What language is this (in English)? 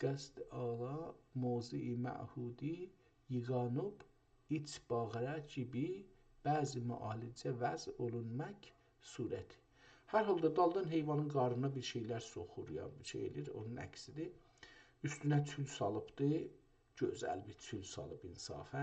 South Azerbaijani